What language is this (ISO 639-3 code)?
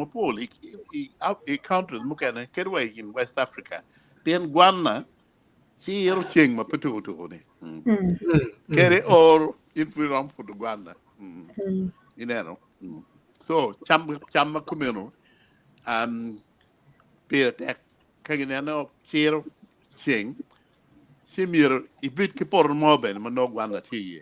ach